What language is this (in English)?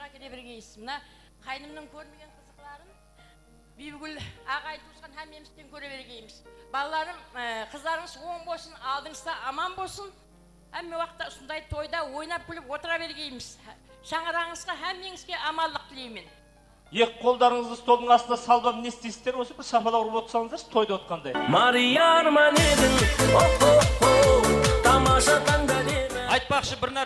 Kara-Kalpak